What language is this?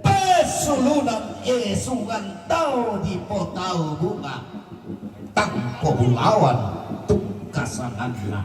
Toraja-Sa'dan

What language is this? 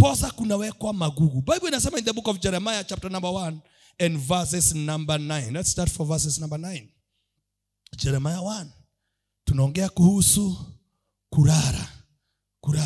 Swahili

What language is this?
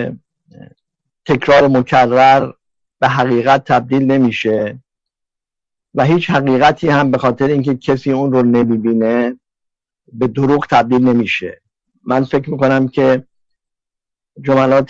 Persian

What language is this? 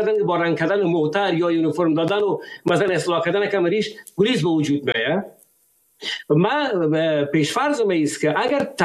Persian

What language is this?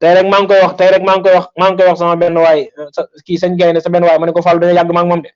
Wolof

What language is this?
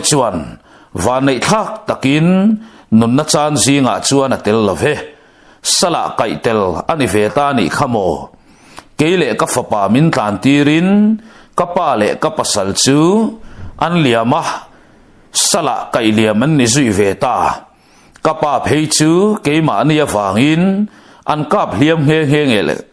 Mizo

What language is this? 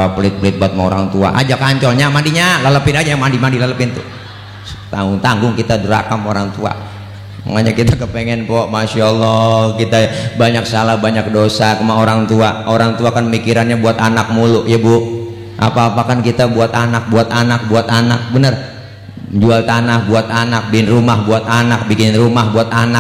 Betawi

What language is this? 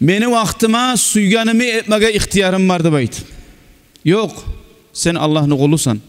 Kumyk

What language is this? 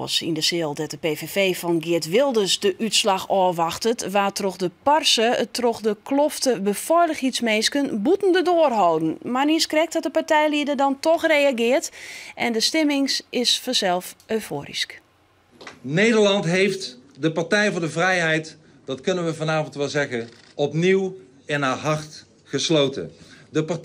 Western Frisian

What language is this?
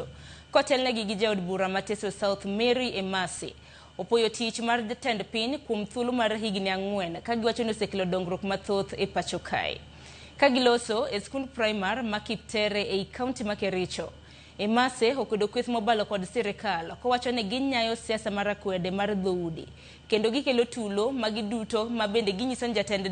Luo (Kenya and Tanzania)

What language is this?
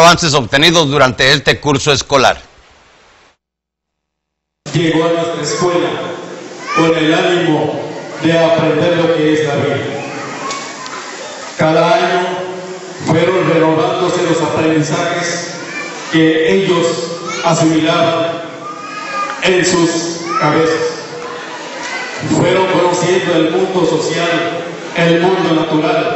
Spanish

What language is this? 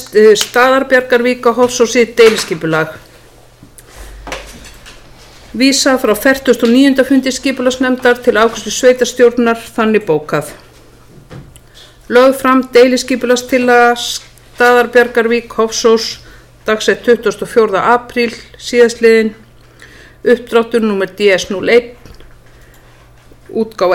Icelandic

